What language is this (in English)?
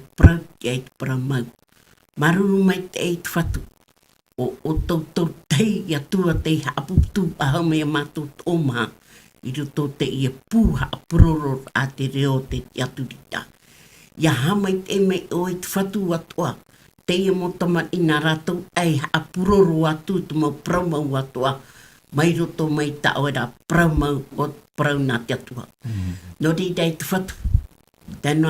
Tahitian